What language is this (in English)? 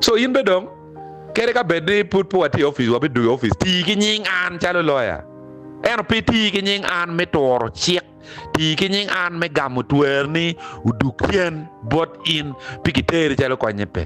Acoli